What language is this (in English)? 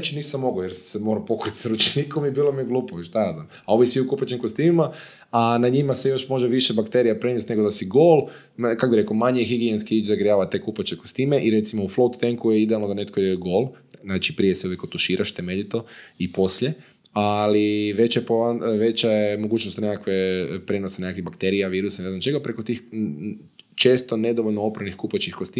Croatian